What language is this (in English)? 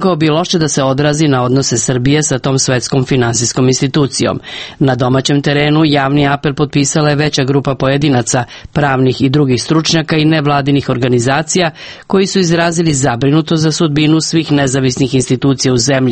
Serbian